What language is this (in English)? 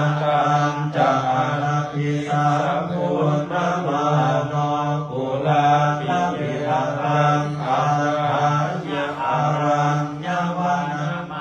Pali